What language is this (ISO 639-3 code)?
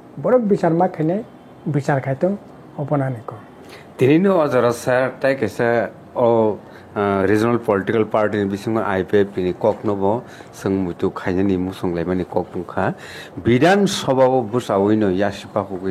trp